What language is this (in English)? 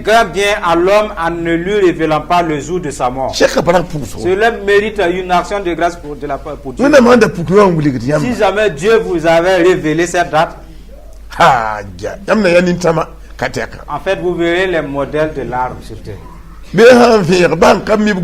Mossi